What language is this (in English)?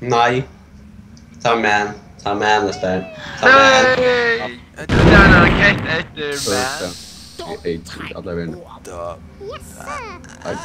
Faroese